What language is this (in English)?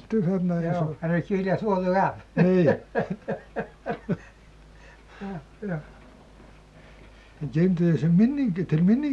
Icelandic